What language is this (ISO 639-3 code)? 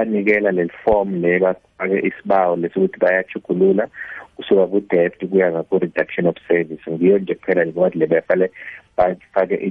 nbl